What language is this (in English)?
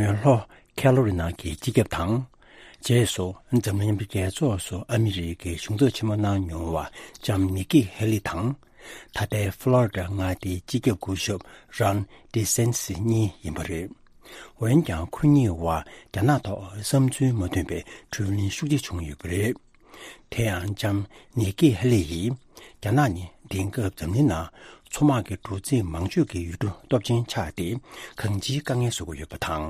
Tibetan